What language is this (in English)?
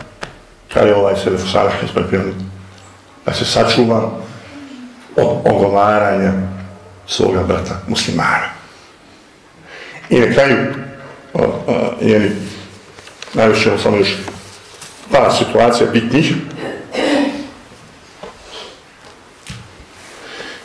Bosnian